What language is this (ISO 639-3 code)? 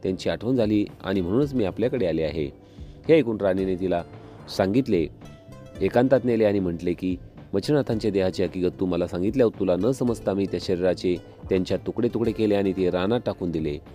mar